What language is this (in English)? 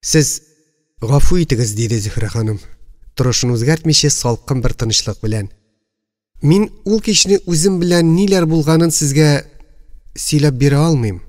Tatar